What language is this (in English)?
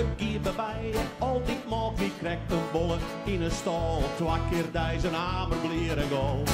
Western Frisian